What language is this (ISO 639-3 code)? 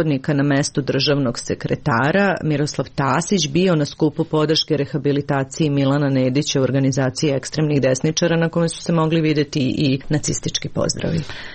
srp